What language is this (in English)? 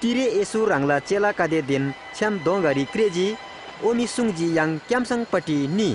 Eastern Tamang